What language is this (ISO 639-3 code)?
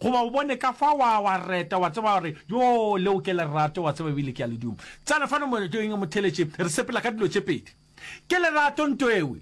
nso